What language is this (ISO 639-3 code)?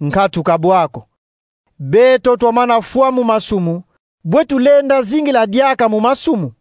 kon